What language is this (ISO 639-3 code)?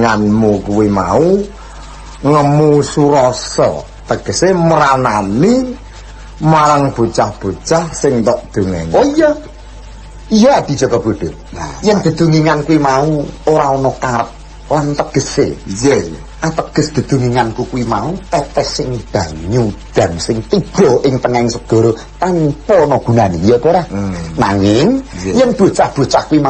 jav